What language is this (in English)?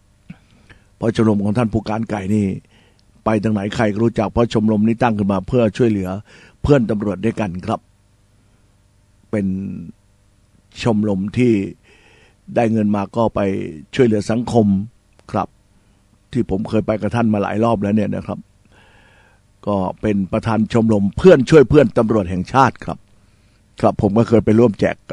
Thai